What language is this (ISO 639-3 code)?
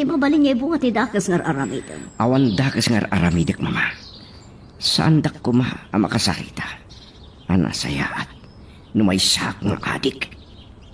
ilo